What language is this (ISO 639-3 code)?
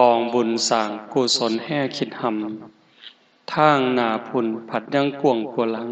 tts